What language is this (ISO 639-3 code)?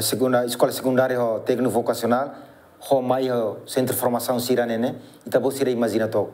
tet